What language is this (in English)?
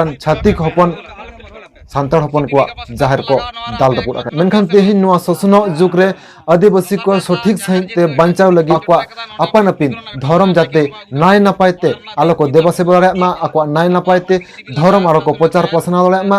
Santali